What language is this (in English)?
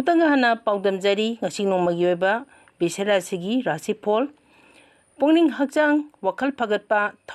Manipuri